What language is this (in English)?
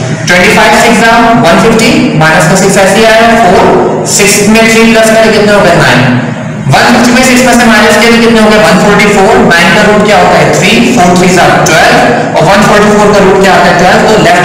Hindi